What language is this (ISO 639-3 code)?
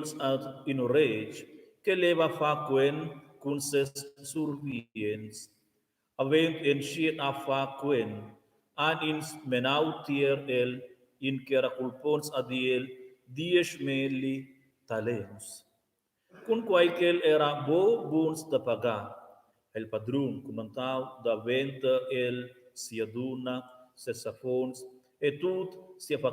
roh